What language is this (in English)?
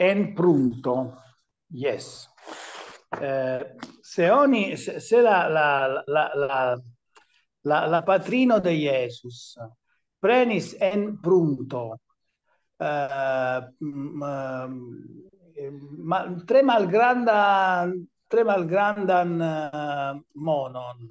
Esperanto